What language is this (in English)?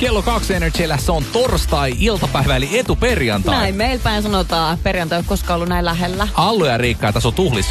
Finnish